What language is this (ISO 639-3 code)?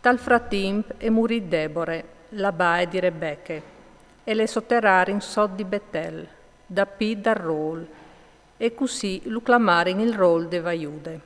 fur